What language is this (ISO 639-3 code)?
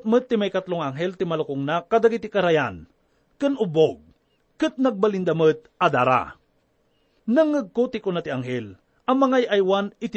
ilo